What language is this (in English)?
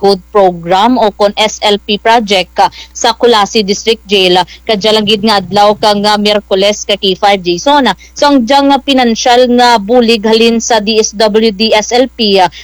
Kinaray-a